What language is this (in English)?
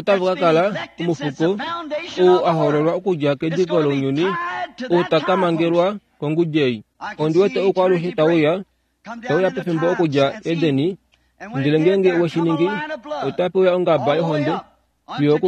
Kuanyama